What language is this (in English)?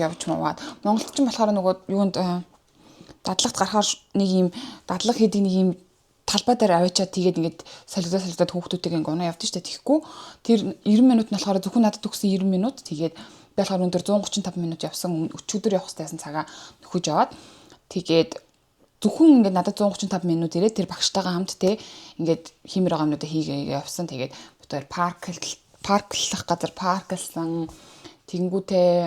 Mongolian